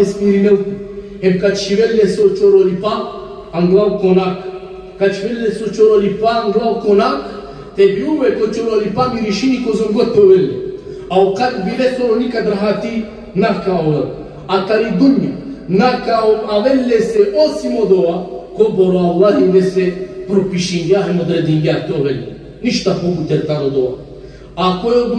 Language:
Balkan Romani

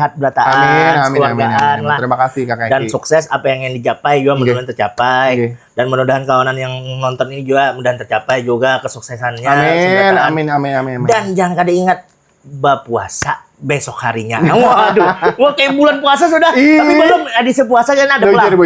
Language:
Banjar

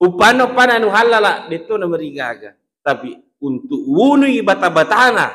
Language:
Buginese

